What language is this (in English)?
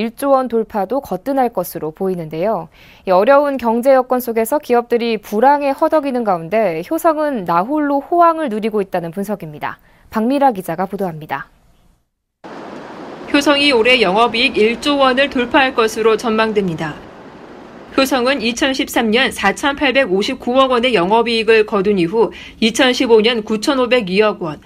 Korean